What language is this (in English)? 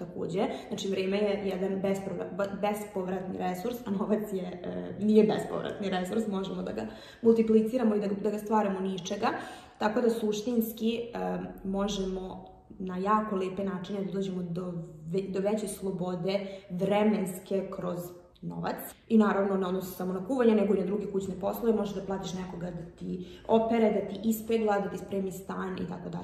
Serbian